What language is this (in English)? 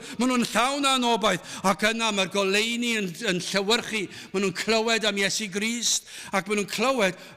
Welsh